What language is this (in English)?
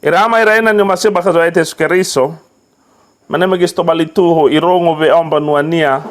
Nias